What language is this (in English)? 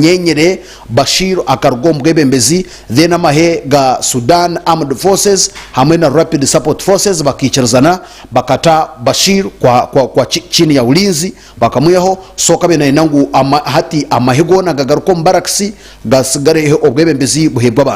Nyankole